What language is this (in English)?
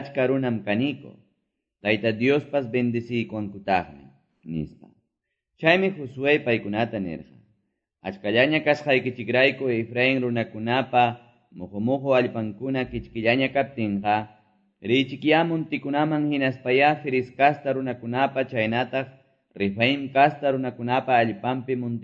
Quechua